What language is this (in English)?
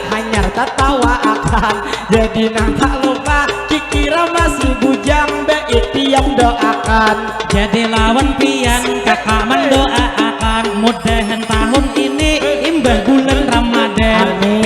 Banjar